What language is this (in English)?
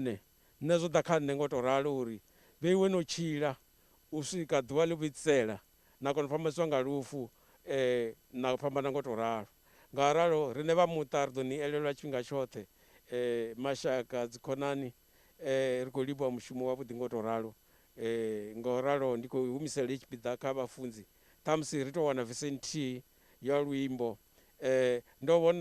Venda